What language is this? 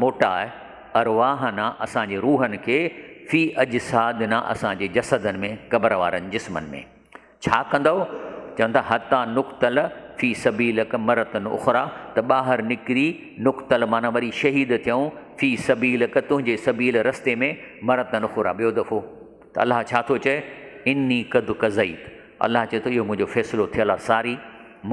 Sindhi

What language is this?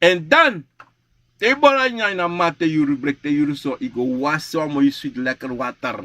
Sranan Tongo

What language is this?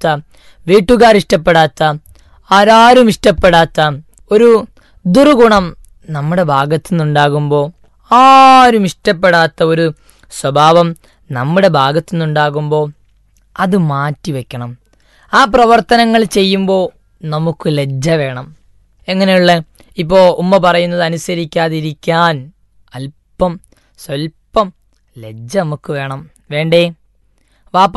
Malayalam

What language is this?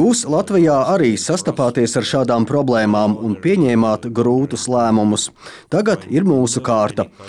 Latvian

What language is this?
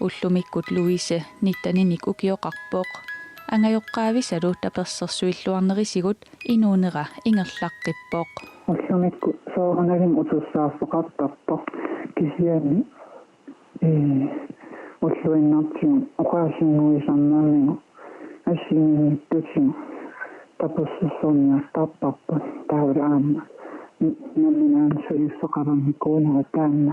Kalaallisut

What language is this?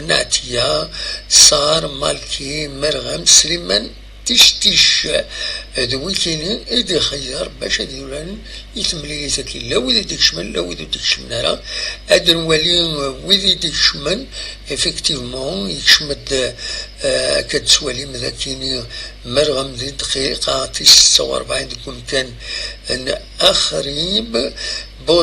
Kabyle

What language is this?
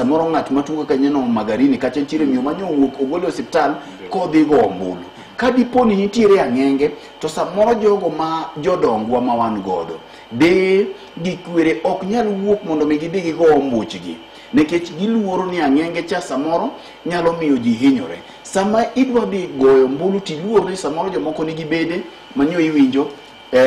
Luo (Kenya and Tanzania)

